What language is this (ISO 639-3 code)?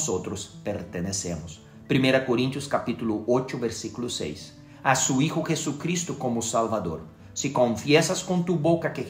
spa